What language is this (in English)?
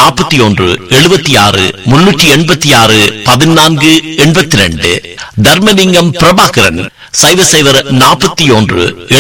Tamil